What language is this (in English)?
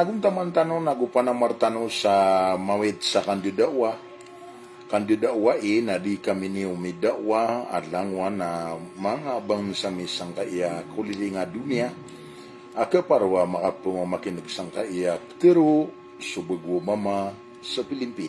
Maranao